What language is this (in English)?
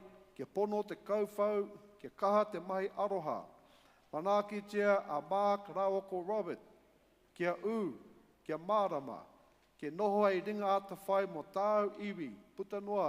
Māori